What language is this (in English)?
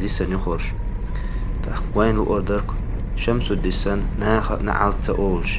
Chechen